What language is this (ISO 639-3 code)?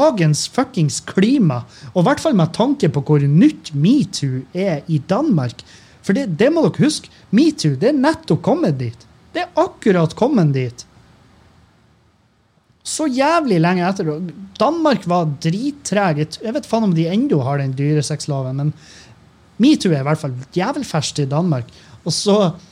nor